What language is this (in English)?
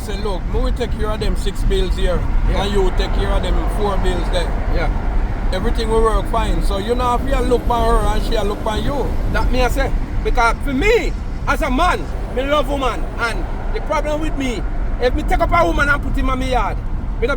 Jamaican Creole English